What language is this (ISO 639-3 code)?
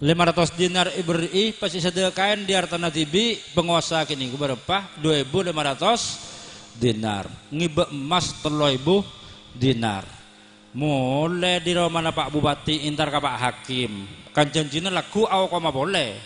mad